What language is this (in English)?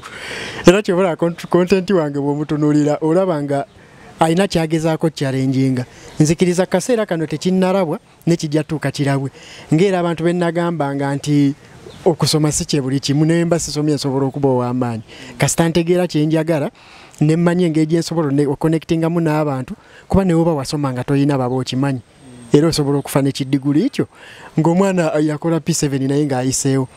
Ganda